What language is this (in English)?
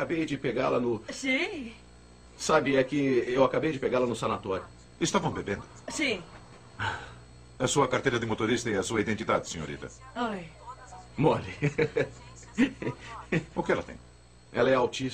Portuguese